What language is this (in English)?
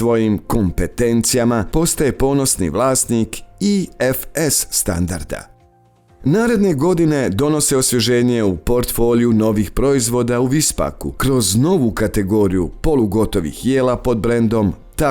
Bosnian